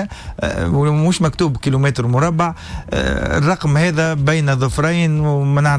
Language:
Tunisian Arabic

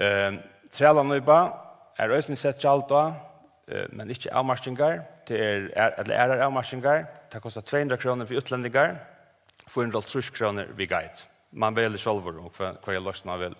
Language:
Faroese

